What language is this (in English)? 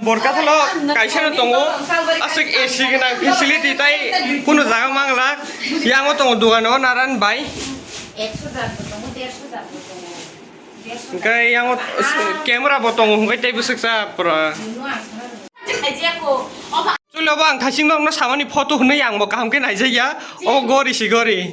Kok Borok